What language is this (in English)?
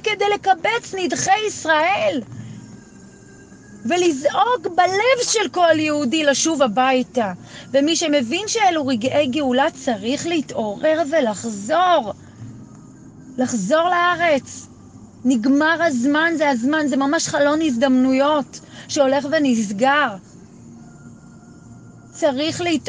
Hebrew